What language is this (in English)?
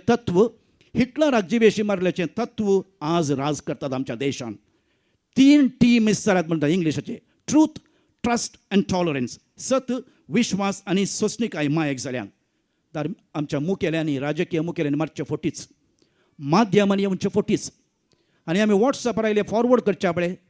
Konkani